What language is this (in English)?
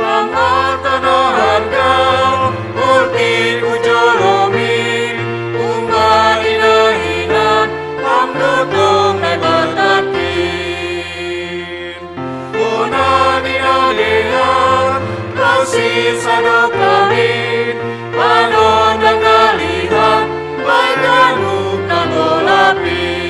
Batak Simalungun